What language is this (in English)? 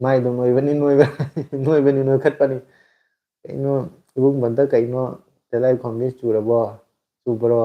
Manipuri